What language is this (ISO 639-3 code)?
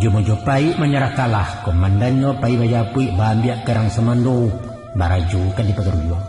min